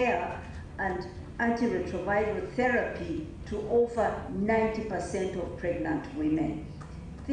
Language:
Tswana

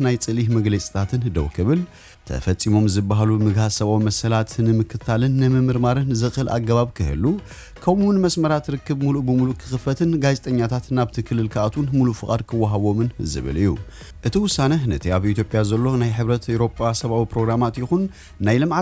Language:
Tigrinya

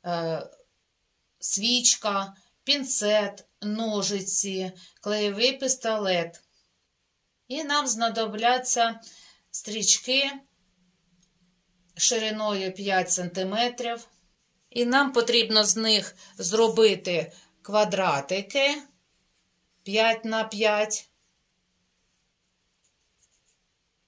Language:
Ukrainian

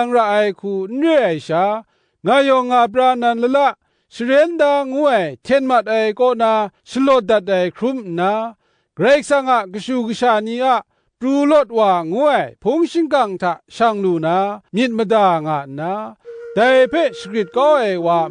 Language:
Kachin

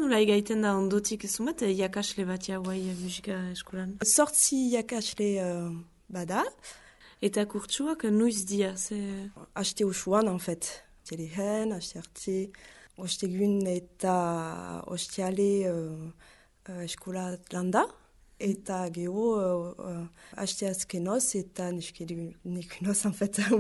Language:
Basque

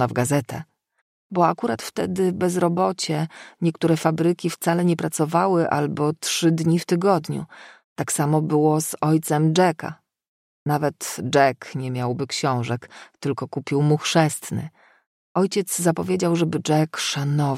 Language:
Polish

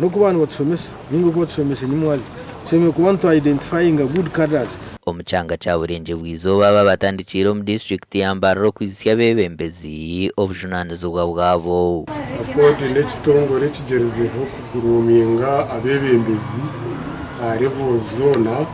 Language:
Nyankole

